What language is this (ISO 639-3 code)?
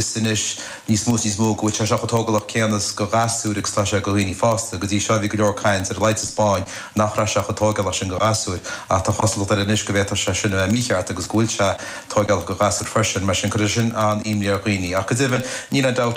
gle